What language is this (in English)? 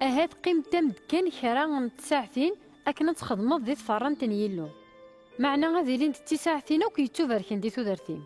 Kabyle